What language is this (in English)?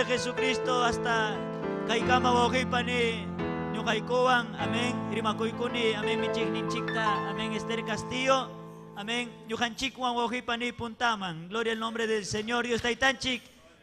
Ayacucho Quechua